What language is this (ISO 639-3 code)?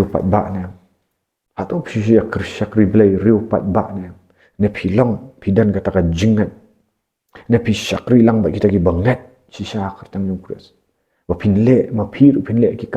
kha